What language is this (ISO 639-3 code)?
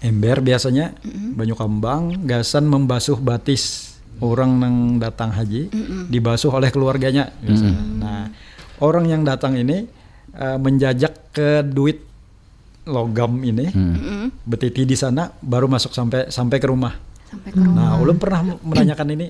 bjn